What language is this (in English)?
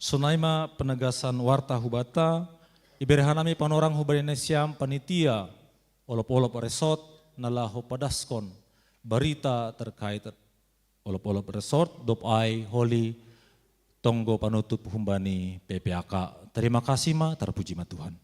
Batak Simalungun